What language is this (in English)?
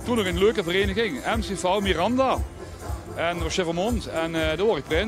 Limburgish